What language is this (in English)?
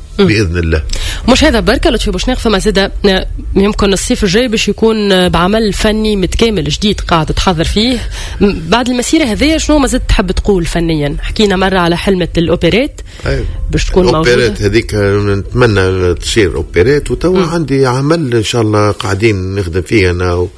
Tunisian Arabic